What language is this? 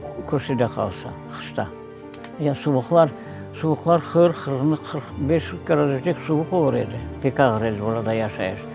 Crimean Tatar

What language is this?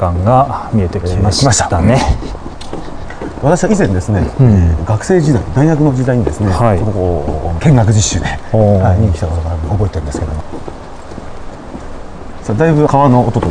Japanese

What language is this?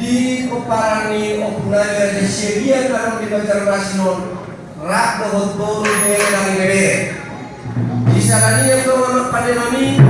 Batak Toba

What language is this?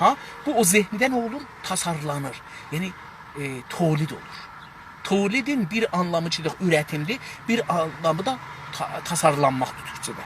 South Azerbaijani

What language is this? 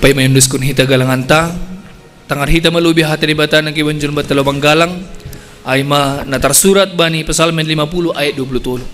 Batak Simalungun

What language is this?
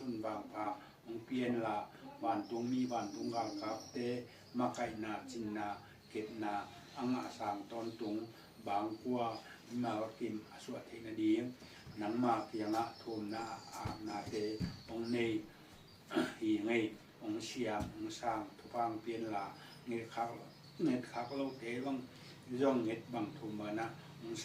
Tedim Chin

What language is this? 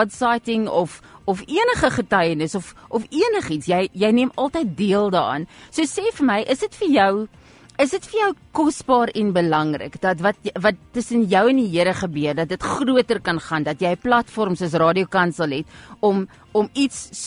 Afrikaans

